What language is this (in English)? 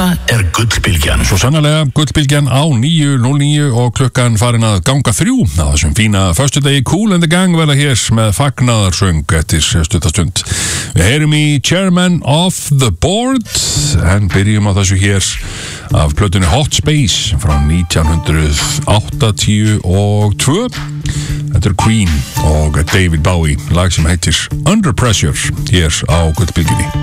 Icelandic